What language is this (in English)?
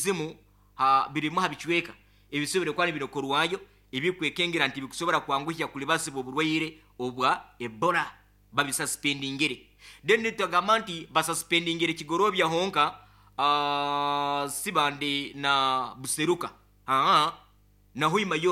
Nyoro